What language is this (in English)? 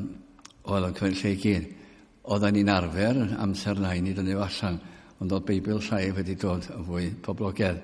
Welsh